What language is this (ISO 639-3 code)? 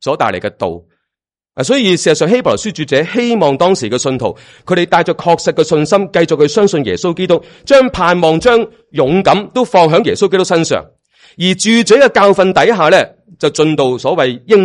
yue